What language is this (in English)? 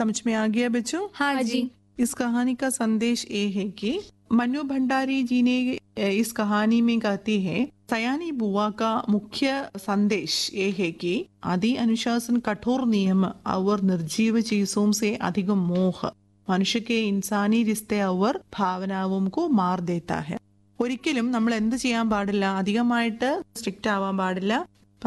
Malayalam